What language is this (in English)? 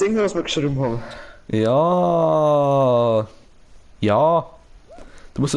Bavarian